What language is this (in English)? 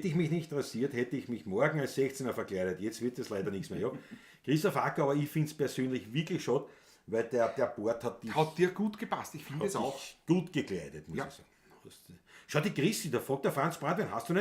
Bavarian